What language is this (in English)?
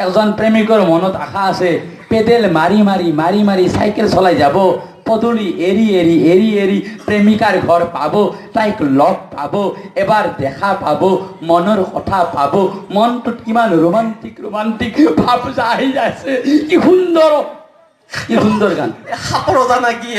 Assamese